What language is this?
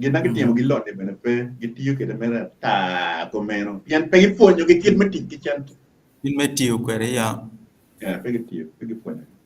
Acoli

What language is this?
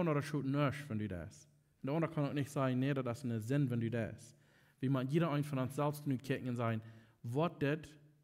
Plautdietsch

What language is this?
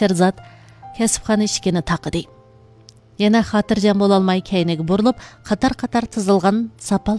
Uyghur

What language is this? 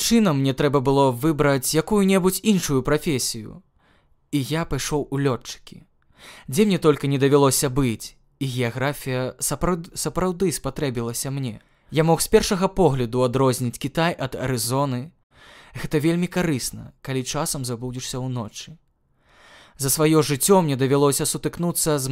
Belarusian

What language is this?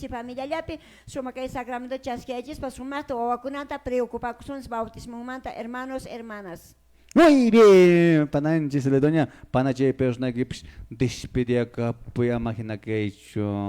Quechua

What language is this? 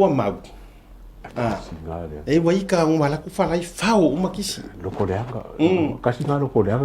Samoan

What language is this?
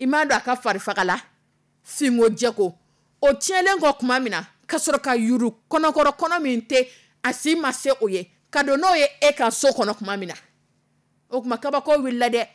Dyula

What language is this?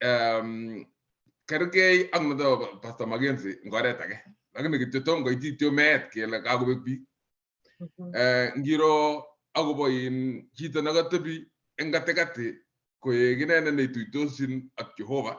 Kalenjin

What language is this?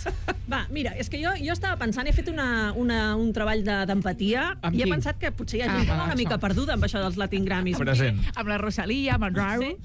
Catalan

